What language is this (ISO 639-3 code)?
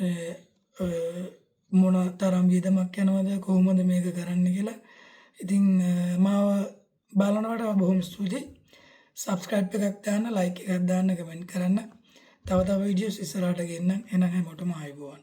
sin